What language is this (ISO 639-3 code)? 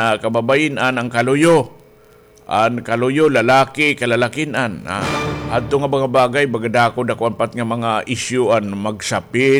war